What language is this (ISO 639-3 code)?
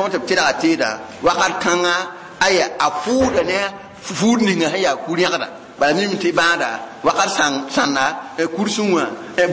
mos